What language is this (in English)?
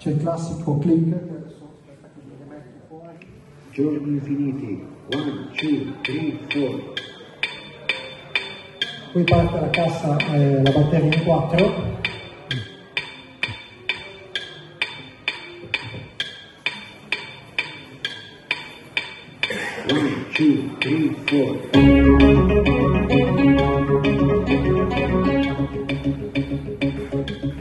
Italian